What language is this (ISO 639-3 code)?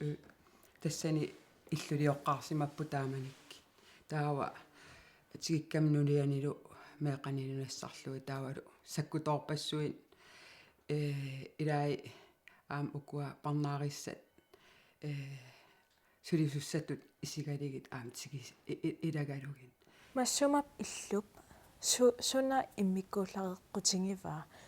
kal